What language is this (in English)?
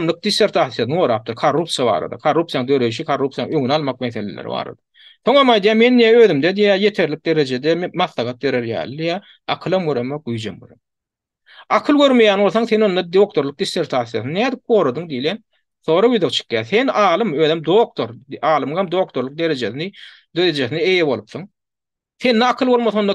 Turkmen